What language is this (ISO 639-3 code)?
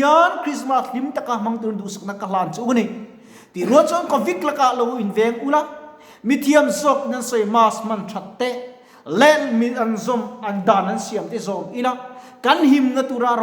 lus